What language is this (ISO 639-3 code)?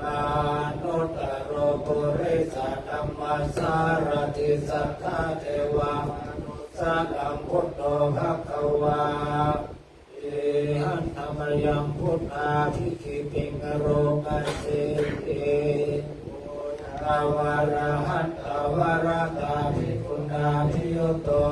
pli